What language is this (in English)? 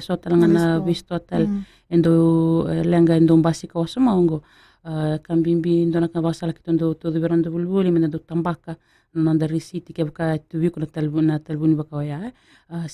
Fijian